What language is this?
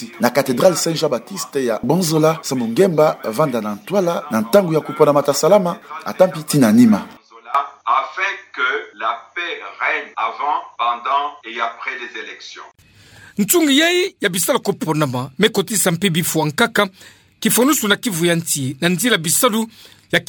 Kituba (Democratic Republic of Congo)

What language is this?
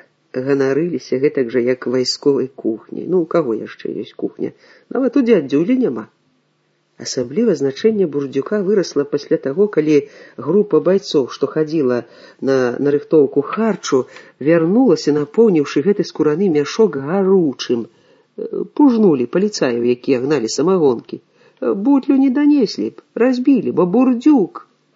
Belarusian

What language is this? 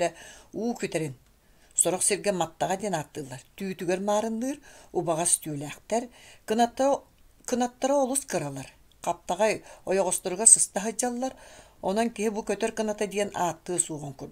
Yakut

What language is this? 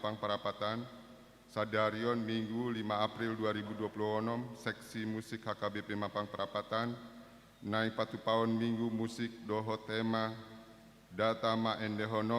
Batak Toba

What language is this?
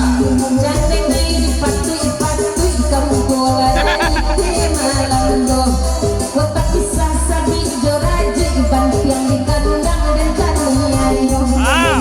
Minangkabau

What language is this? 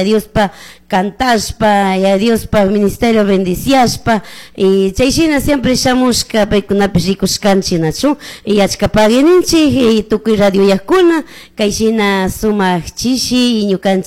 Chimborazo Highland Quichua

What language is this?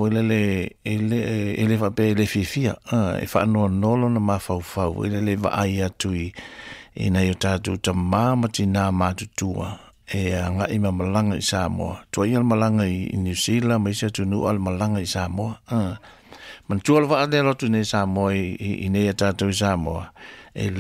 Samoan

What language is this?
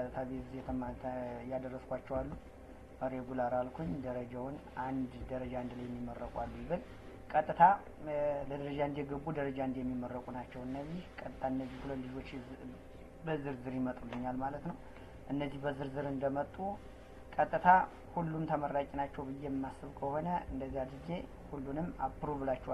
Amharic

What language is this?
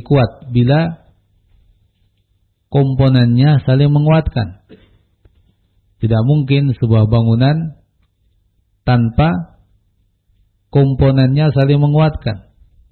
Indonesian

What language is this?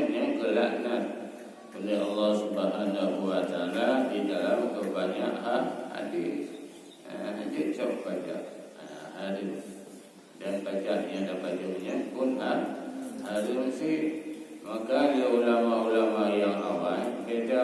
Achinese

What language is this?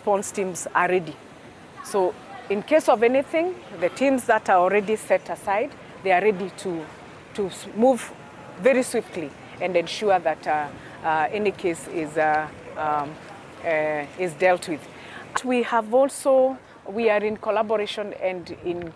Gusii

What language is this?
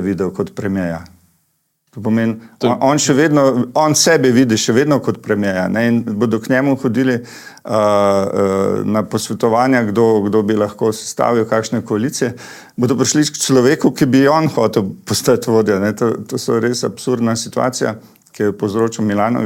Slovenian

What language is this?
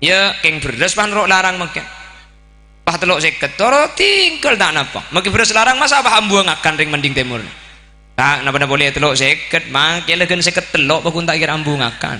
Madurese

